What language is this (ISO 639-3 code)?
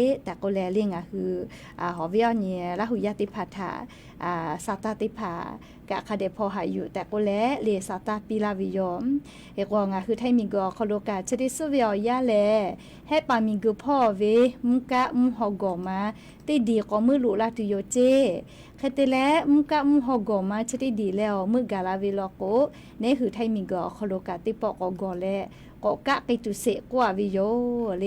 lhu